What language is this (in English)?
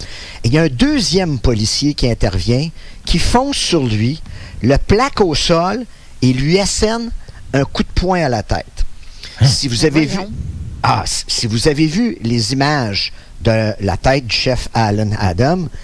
French